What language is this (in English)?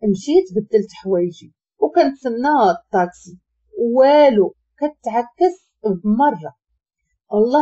Moroccan Arabic